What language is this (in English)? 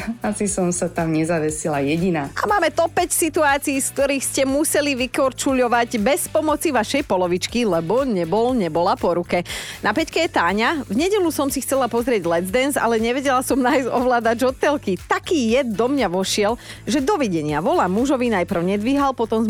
Slovak